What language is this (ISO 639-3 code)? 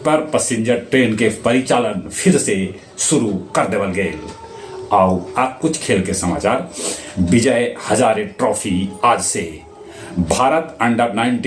mag